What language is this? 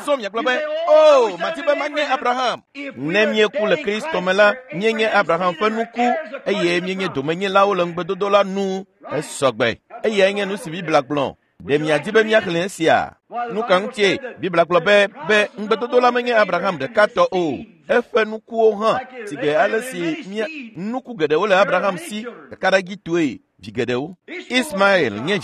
Ewe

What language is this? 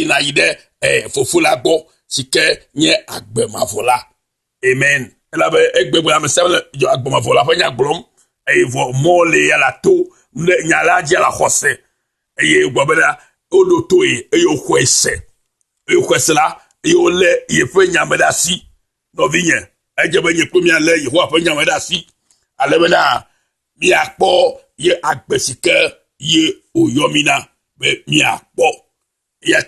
Ewe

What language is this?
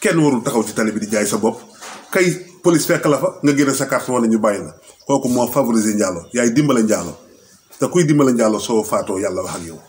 Wolof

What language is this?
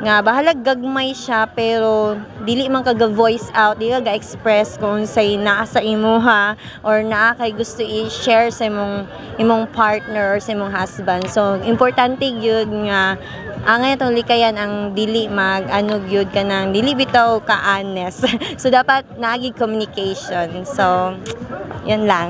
Cebuano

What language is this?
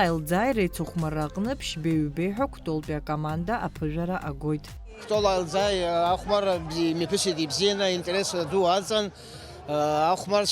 Abkhazian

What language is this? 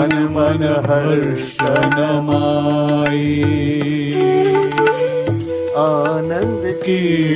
Gujarati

